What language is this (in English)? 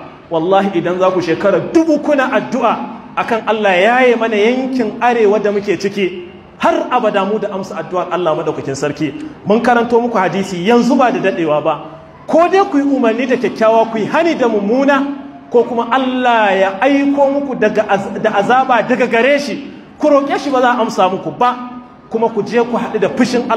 Hausa